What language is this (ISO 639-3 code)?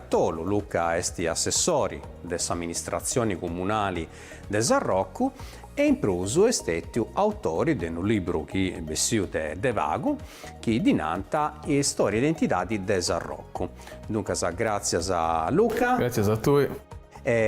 srd